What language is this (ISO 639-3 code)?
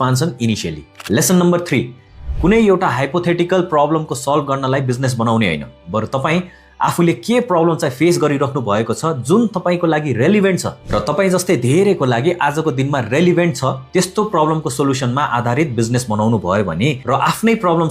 nep